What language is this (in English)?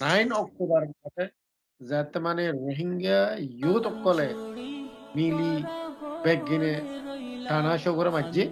Rohingya